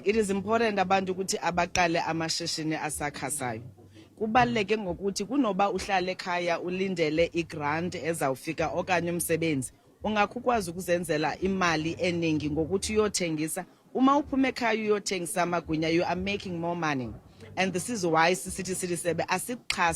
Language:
Zulu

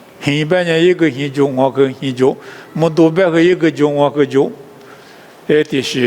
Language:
Lisu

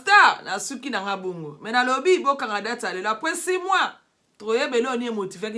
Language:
Lingala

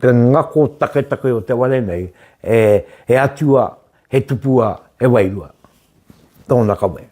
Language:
Māori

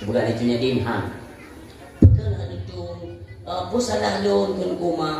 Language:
Achinese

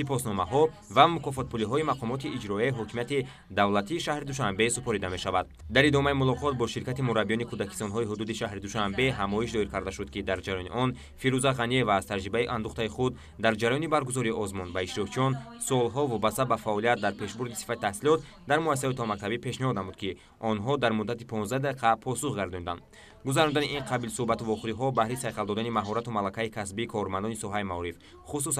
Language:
Tajik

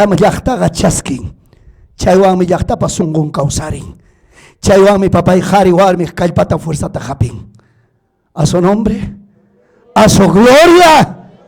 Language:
Ayacucho Quechua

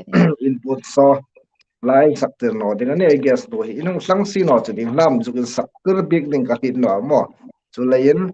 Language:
Hmar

